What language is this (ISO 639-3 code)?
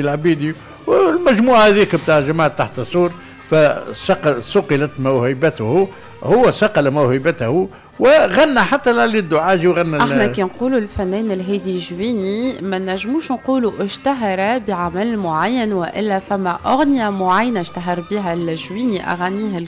aeb